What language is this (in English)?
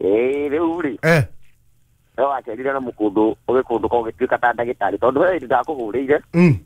Kikuyu